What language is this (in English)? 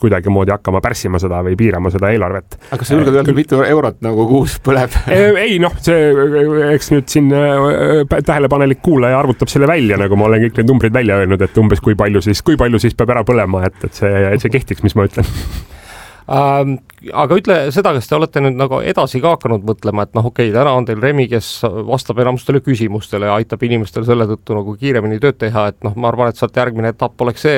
Estonian